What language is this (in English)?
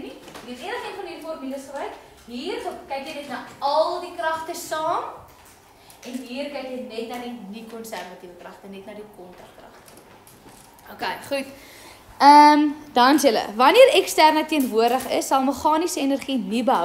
Afrikaans